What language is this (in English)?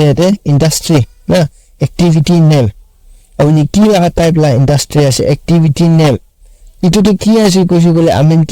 Naga Pidgin